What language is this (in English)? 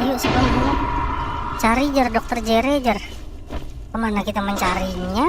Banjar